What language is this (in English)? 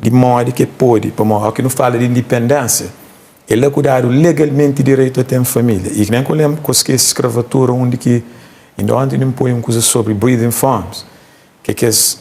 Kabuverdianu